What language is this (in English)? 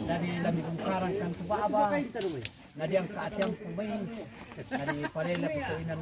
Toraja-Sa'dan